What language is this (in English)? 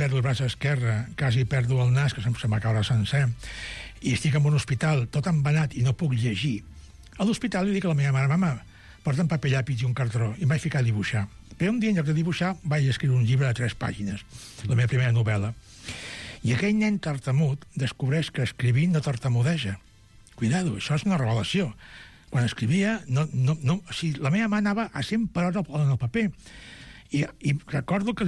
Catalan